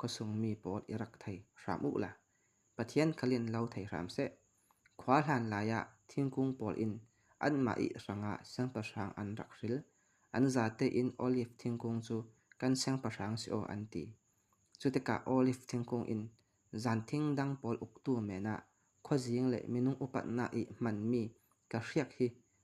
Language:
Falam Chin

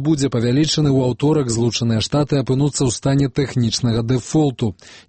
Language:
Belarusian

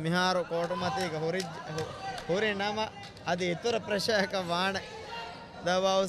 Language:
Divehi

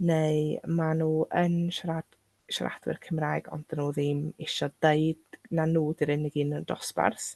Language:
Welsh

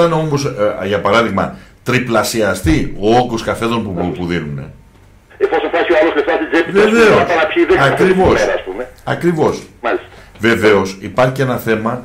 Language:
Greek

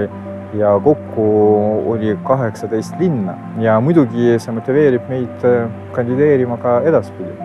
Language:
Estonian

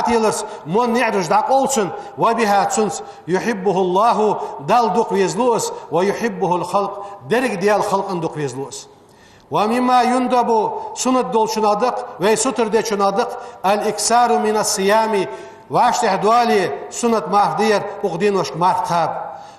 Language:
Ingush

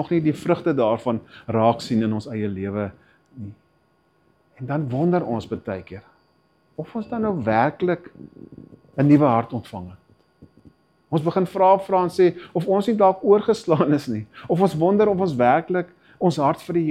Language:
Afrikaans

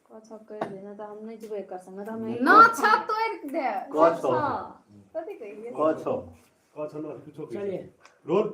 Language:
Maithili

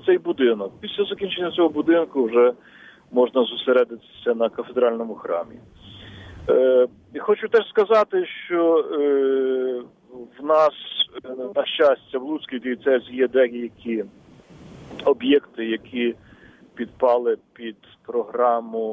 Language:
Ukrainian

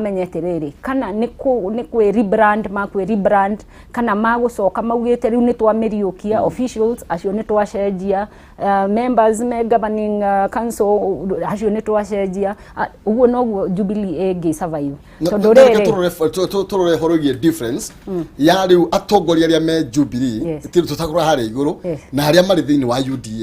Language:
Kikuyu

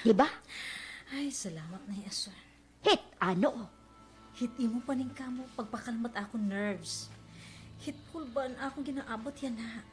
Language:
Waray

